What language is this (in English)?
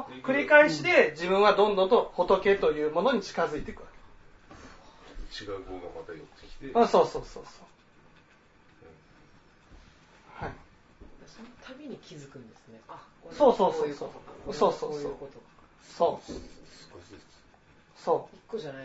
Japanese